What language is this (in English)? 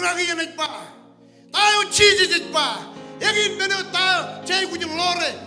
Marshallese